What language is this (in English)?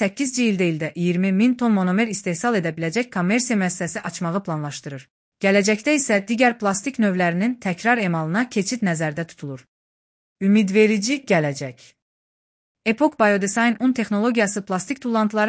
Azerbaijani